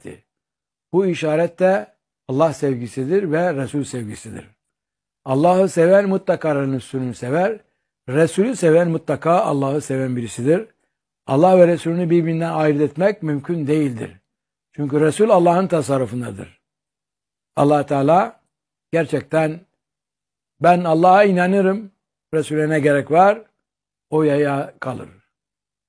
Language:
Turkish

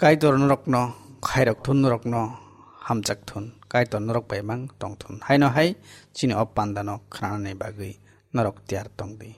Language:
Kok Borok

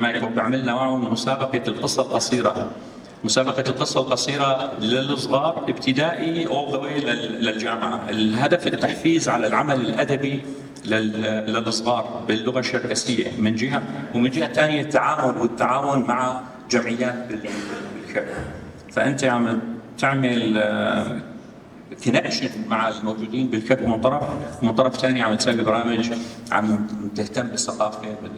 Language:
North Levantine Arabic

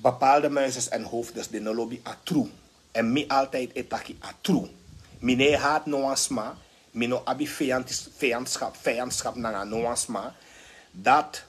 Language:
Sranan Tongo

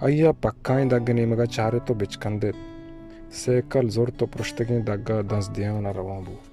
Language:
Baluchi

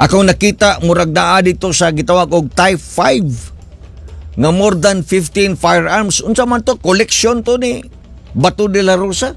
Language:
Cebuano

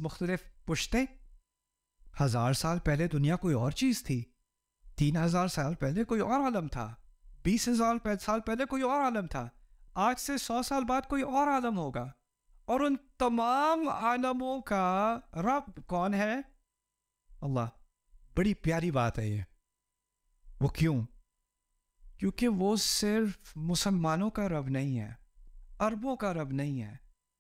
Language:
Urdu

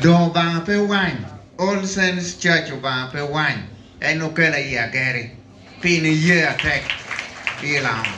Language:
Lango (Uganda)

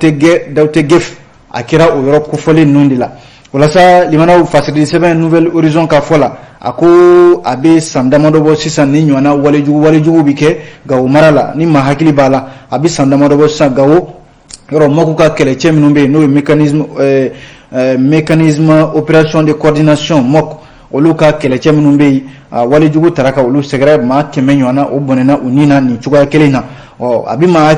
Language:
Bambara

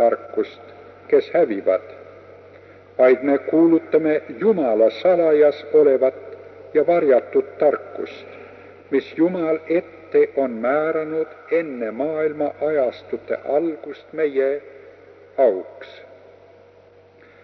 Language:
Estonian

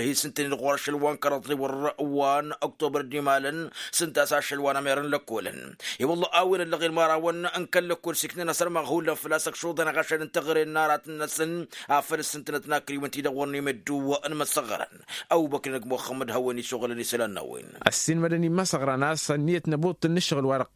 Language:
Tamasheq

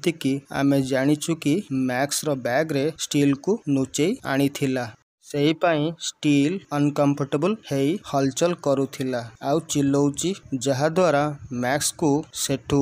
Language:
Odia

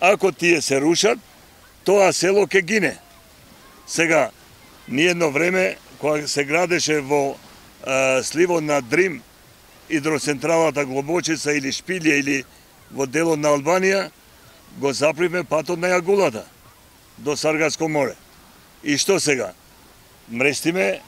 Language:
Macedonian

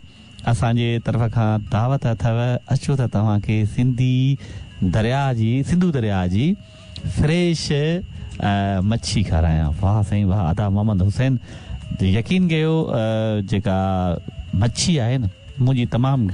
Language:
Sindhi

